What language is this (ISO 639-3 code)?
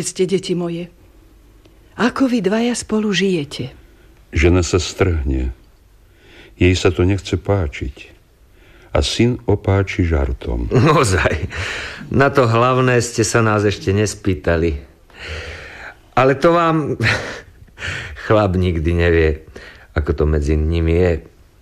slk